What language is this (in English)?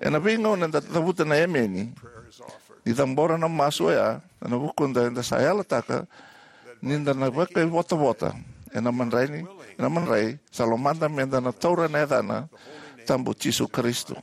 Fijian